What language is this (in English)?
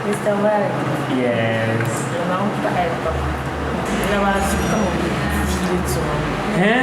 Dagbani